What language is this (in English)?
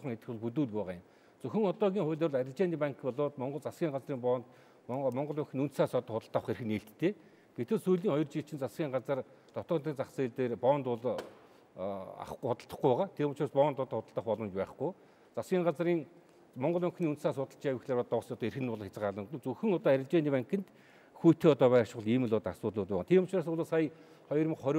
Mongolian